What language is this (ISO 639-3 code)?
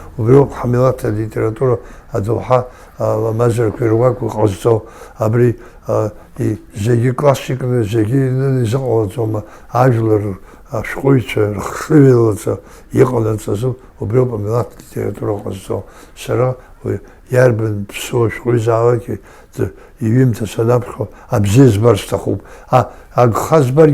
abk